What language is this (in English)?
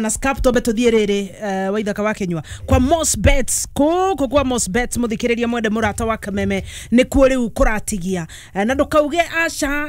Kikuyu